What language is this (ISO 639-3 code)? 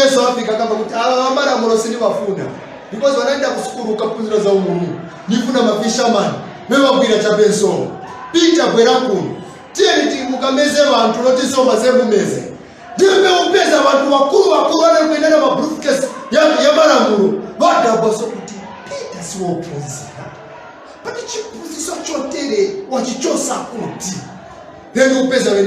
nya